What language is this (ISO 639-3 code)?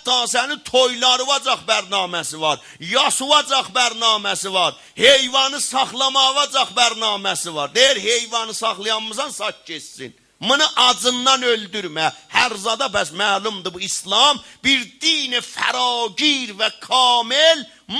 azb